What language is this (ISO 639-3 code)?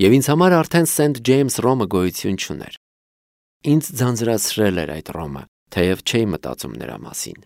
hye